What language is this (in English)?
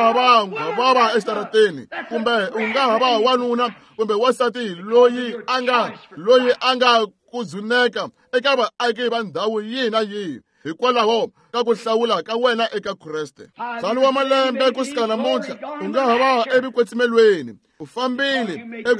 Tsonga